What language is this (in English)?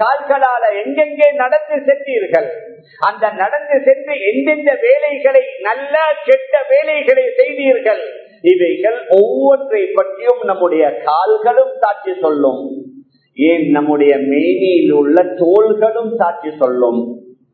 Tamil